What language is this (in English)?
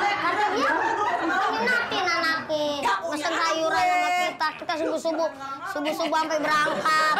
Betawi